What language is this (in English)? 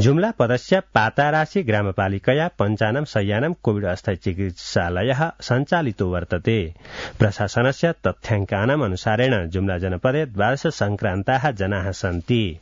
Sanskrit